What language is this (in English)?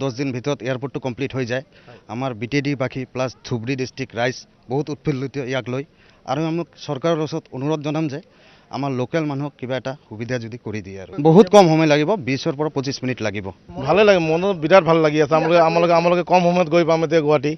Assamese